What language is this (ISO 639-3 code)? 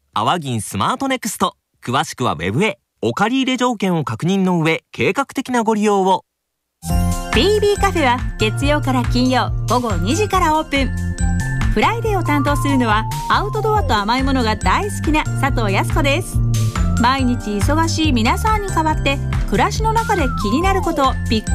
jpn